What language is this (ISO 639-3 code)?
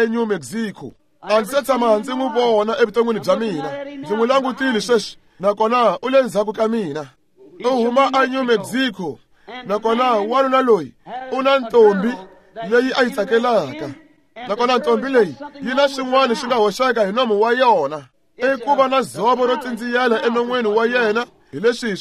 tso